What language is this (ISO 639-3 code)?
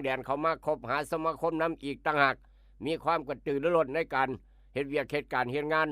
lao